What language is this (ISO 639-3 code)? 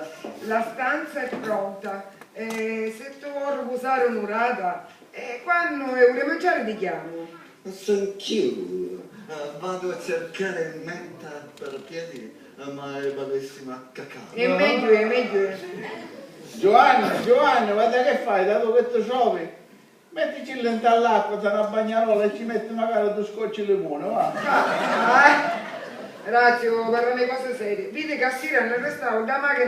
scn